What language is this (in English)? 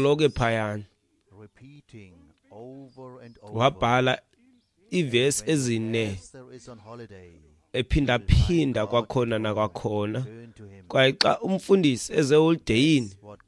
Xhosa